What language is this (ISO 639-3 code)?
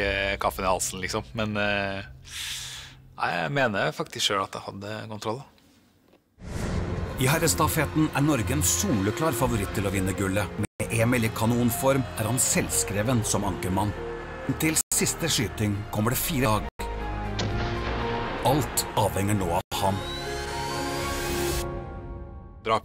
nor